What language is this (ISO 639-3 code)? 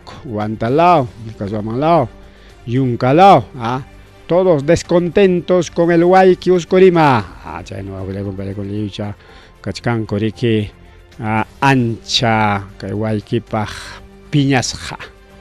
quy